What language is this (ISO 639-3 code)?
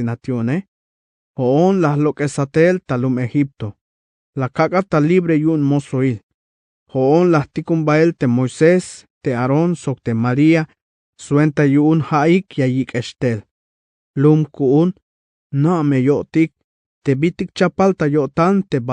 tzh